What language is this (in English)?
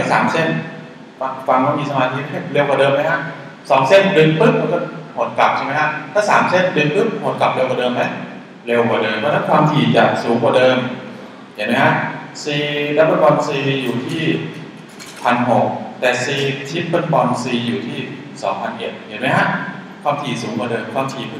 Thai